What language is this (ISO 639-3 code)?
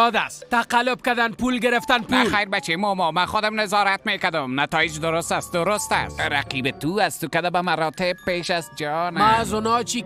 fas